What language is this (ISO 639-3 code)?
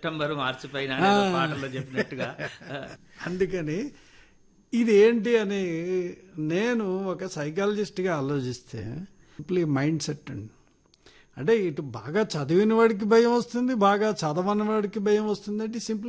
tel